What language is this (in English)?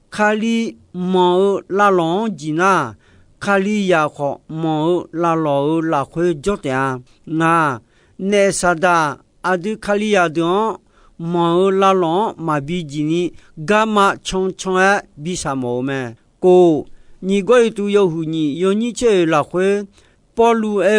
Akha